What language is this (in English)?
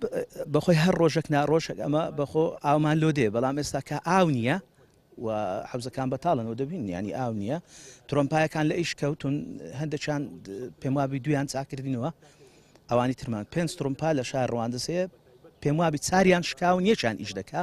Central Kurdish